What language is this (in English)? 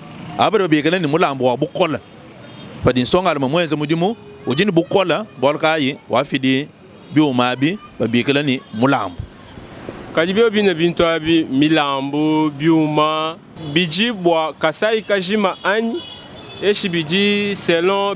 Luba-Lulua